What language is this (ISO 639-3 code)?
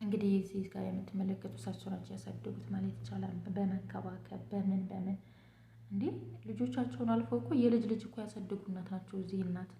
amh